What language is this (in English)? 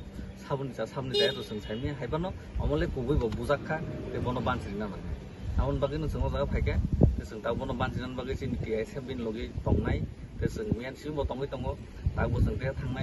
Kok Borok